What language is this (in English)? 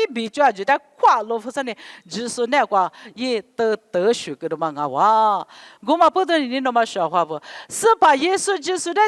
Lisu